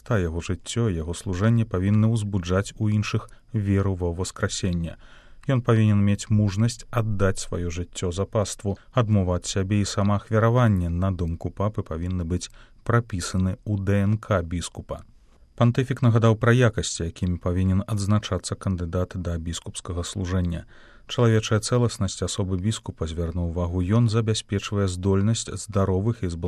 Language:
Belarusian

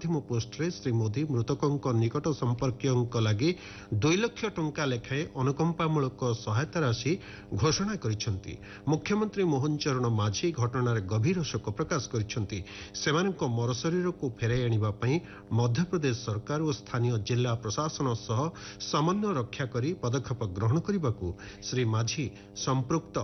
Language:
Odia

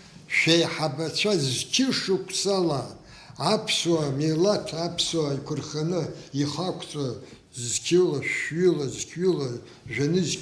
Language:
Abkhazian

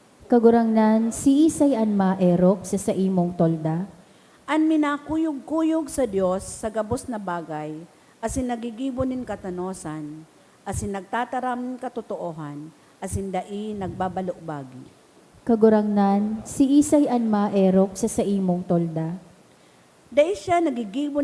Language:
Bikol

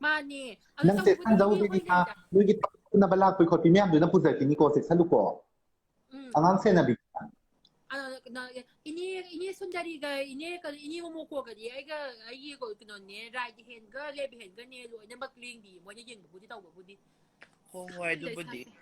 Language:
Manipuri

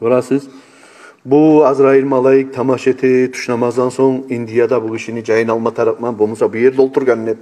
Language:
Kumyk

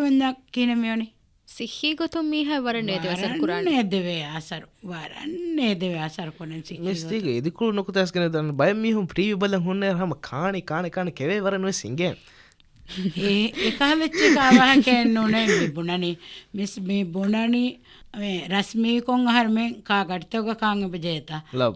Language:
Divehi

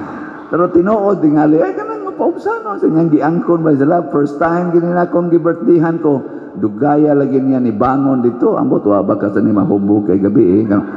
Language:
Cebuano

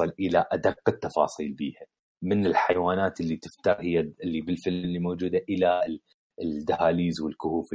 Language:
Mesopotamian Arabic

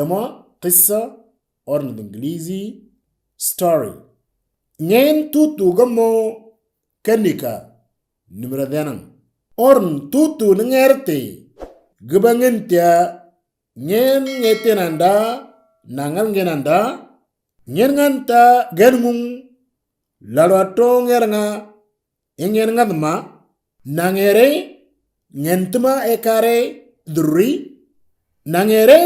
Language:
Moro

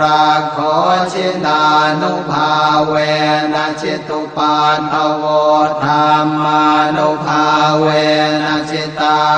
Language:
Pali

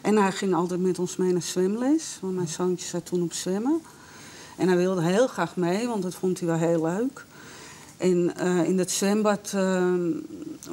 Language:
Dutch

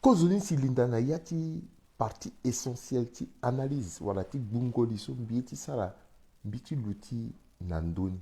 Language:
Sango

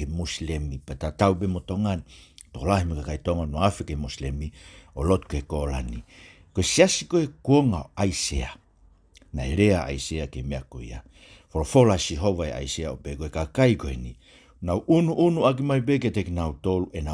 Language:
Tongan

